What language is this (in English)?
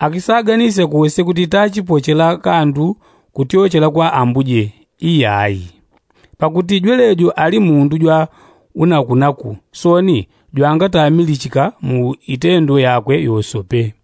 Yao